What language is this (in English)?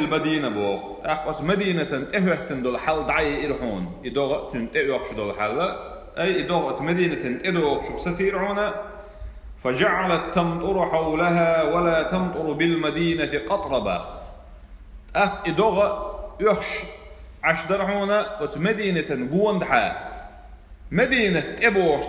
Chechen